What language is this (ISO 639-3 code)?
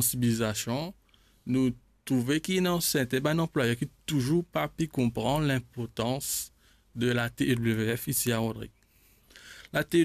mfe